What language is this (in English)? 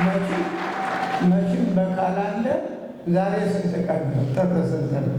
Amharic